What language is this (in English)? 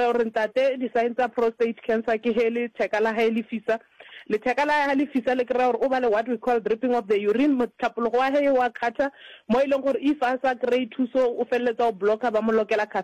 Northern Sotho